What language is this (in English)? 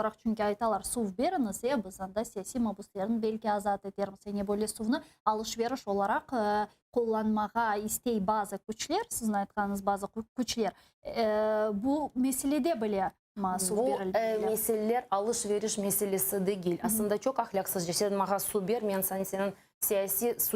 Crimean Tatar